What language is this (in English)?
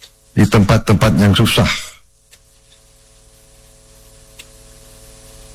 Indonesian